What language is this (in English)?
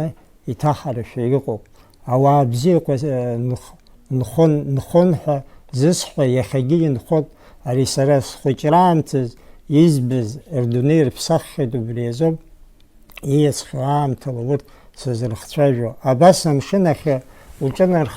Abkhazian